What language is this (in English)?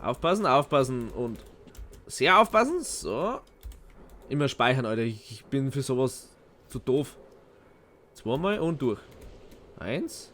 Bavarian